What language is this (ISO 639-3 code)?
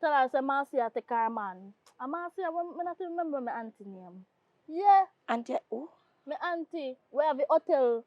jam